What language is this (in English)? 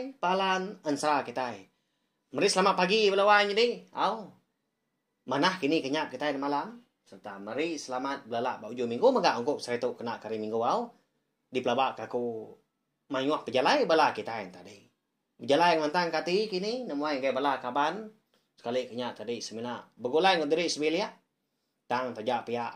Iban